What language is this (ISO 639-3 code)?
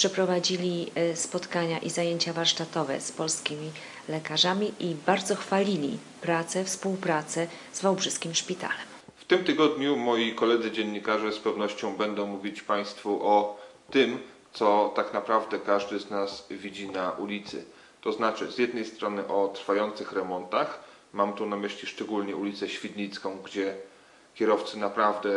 pol